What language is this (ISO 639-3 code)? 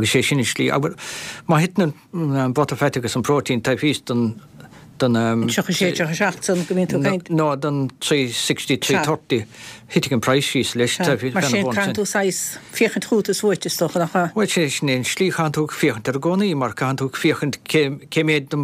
gle